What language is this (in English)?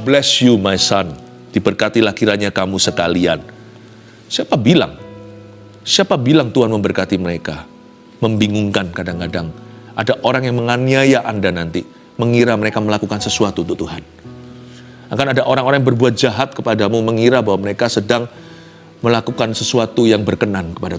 Indonesian